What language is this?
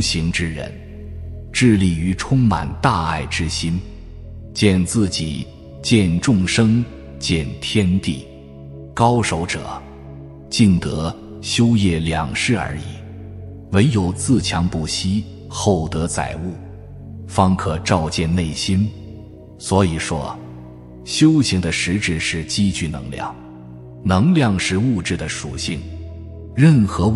Chinese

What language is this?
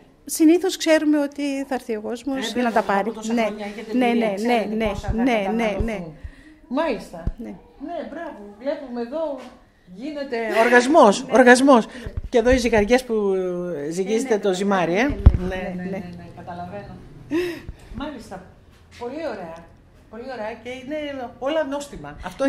Greek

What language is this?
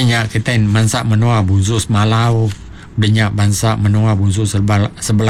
Iban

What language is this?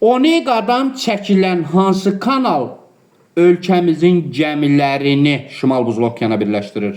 Azerbaijani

